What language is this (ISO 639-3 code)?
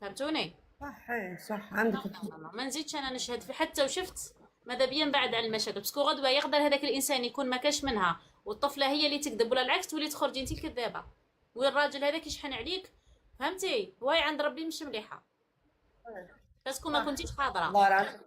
arq